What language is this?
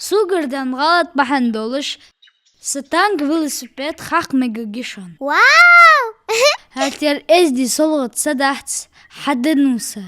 Ingush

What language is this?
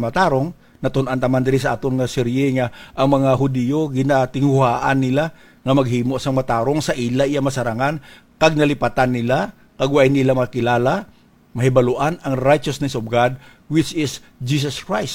Hiligaynon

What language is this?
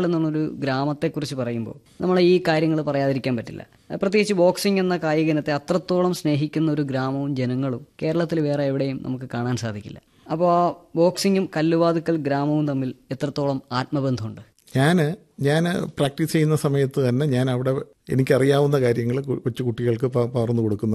Malayalam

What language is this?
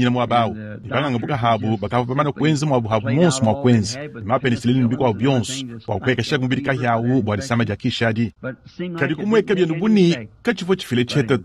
Luba-Lulua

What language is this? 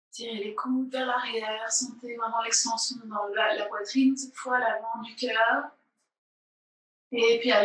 French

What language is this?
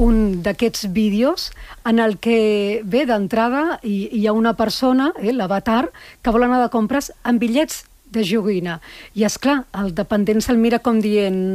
Catalan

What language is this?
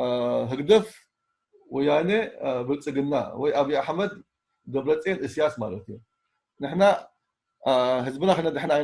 Tigrinya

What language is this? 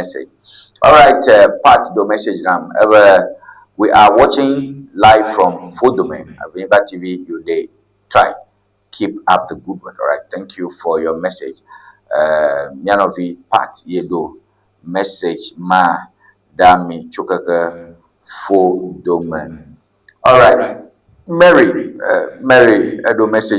Ewe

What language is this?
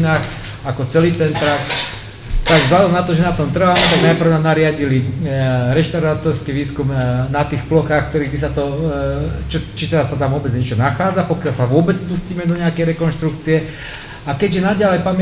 Slovak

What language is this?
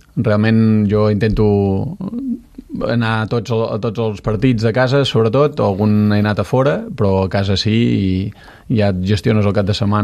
Catalan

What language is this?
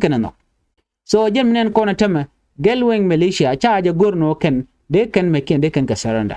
Nuer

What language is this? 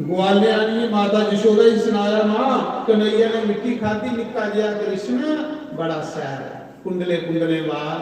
Dogri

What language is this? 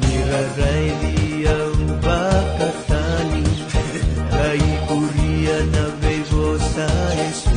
Fijian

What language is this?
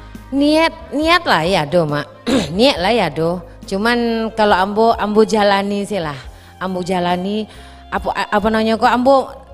Minangkabau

